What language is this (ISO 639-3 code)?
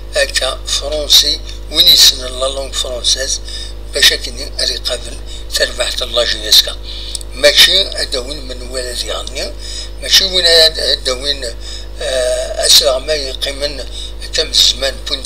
kab